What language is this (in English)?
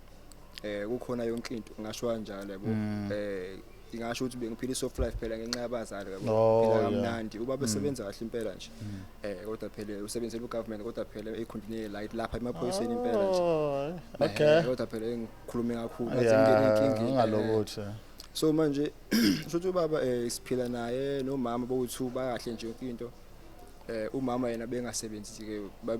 Zulu